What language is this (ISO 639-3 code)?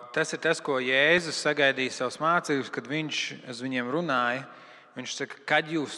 lav